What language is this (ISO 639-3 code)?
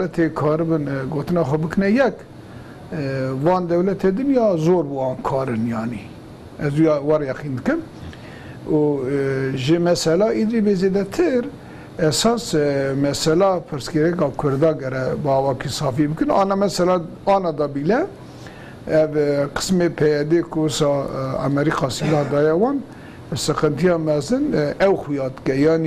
kur